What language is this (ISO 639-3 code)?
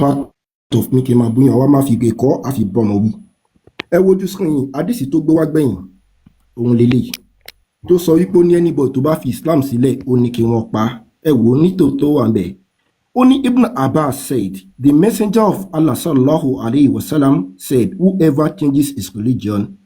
yor